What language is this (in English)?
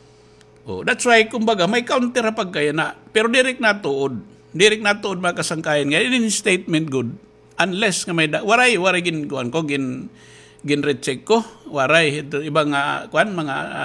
Waray